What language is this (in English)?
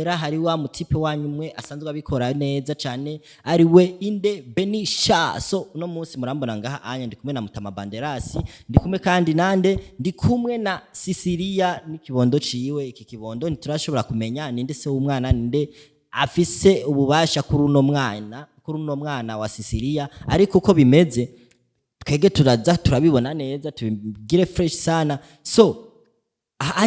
Rundi